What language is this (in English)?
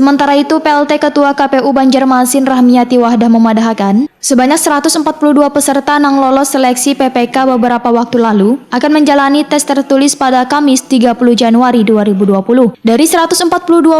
Banjar